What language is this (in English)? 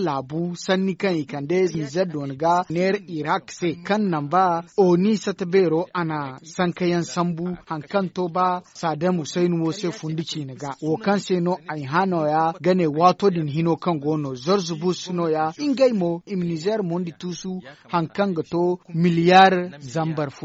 Zarma